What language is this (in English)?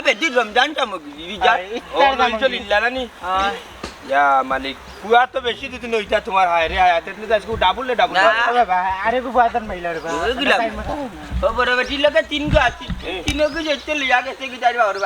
Sylheti